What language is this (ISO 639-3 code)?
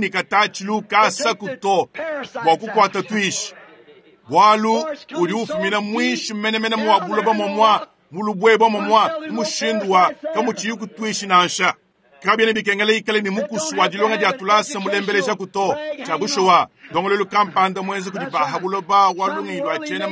lua